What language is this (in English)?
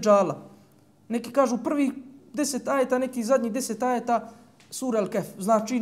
Bosnian